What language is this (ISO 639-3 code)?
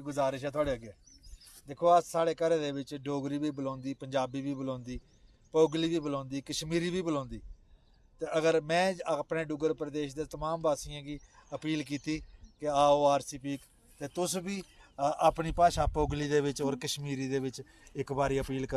doi